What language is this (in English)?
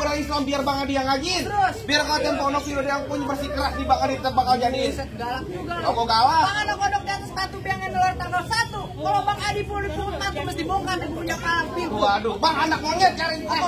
Betawi